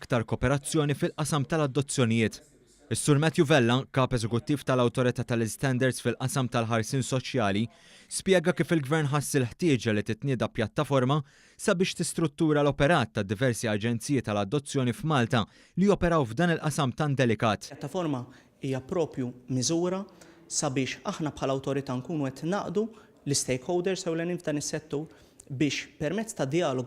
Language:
Maltese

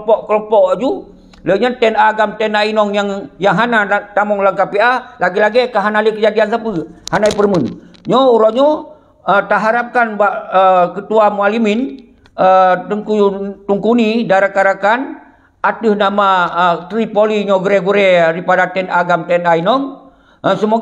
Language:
Achinese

